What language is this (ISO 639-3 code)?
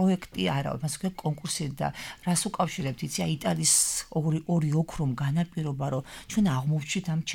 kat